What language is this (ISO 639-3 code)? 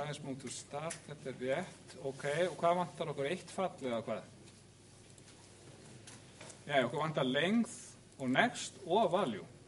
isl